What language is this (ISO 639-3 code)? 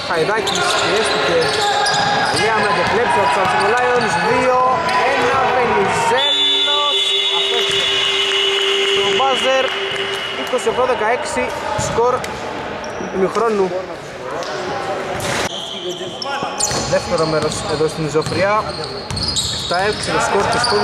ell